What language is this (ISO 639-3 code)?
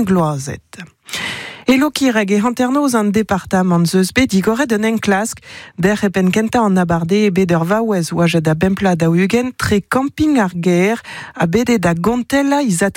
bre